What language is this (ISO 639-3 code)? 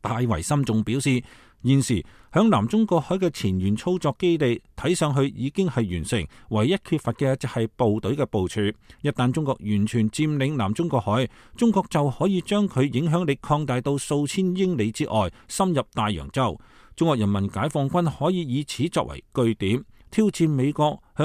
yue